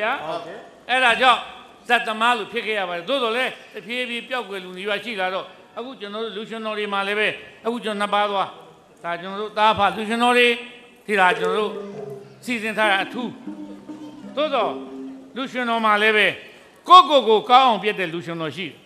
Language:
Burmese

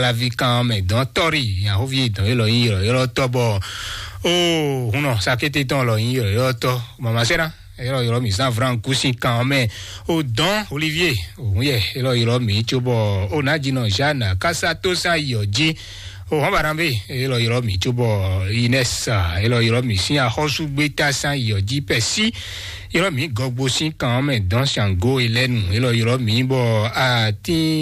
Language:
Fon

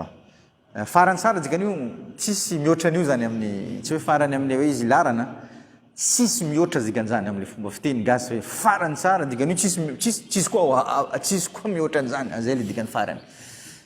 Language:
Malagasy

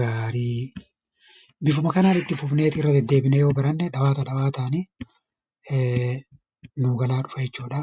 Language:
Oromo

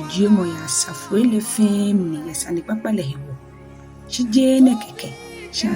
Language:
Ga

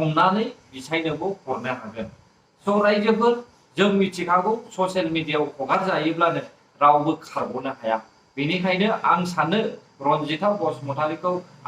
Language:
Bodo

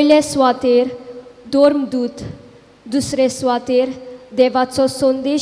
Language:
Konkani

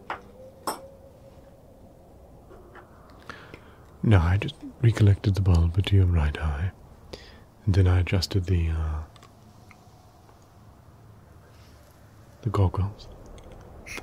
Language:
English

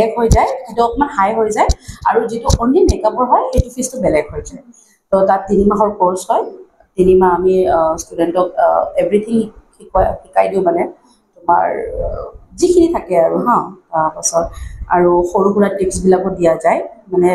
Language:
Assamese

